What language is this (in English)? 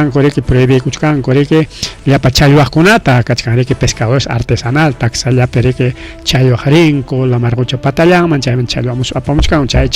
Ayacucho Quechua